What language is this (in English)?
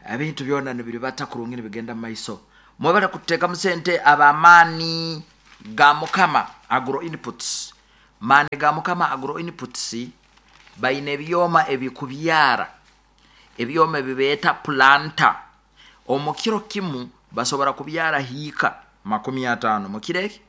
Nyoro